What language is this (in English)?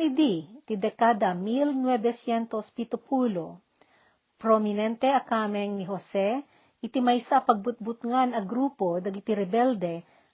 Iloko